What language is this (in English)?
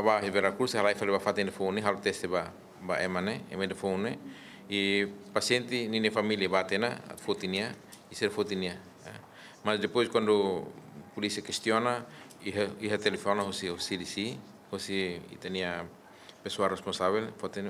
Tetum